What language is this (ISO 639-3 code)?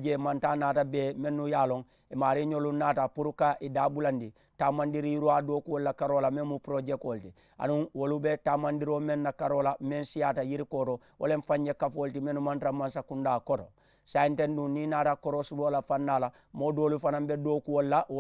man